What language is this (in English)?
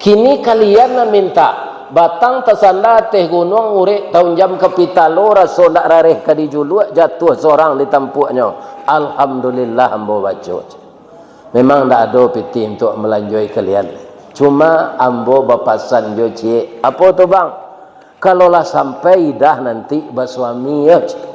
Minangkabau